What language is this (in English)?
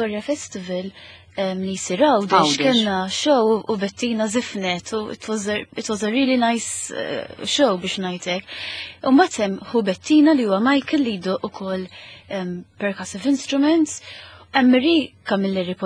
Maltese